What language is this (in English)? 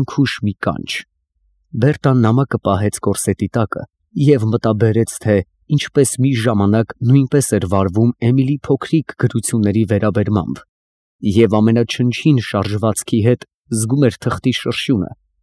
Armenian